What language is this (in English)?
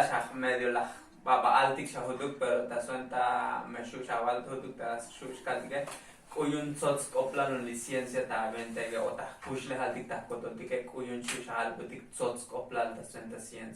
Tzotzil